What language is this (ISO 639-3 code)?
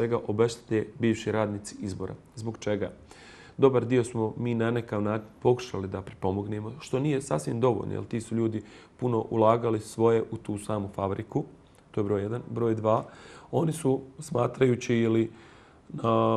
bos